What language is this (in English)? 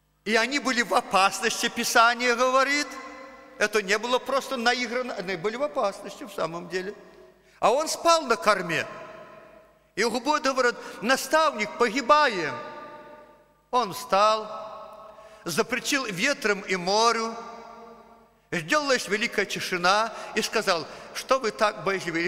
Russian